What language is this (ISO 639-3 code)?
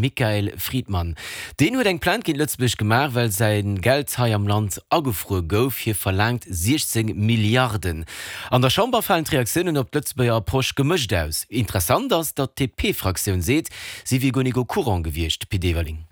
ltz